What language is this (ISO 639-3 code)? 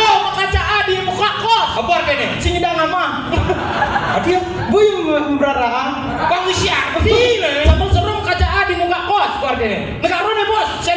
ban